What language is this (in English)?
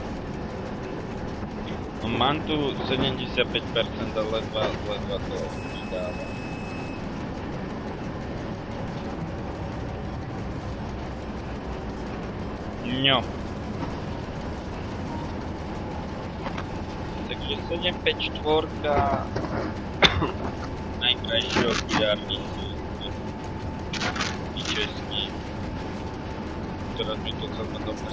Slovak